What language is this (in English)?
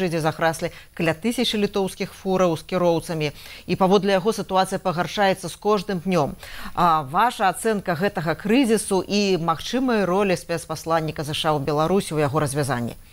Belarusian